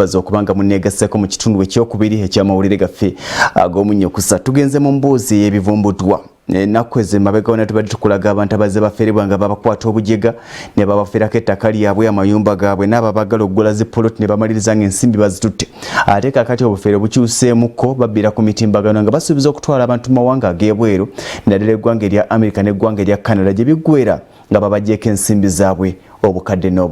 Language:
Ganda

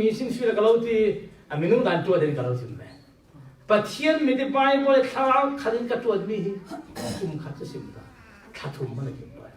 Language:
Falam Chin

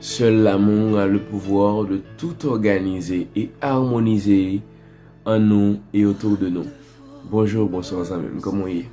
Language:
Haitian Creole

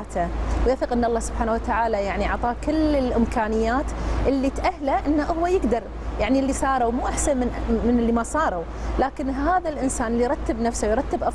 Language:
Gulf Arabic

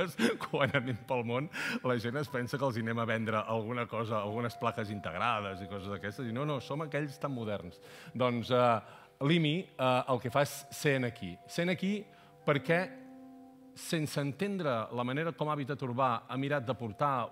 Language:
Catalan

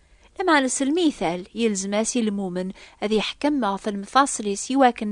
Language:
Kabyle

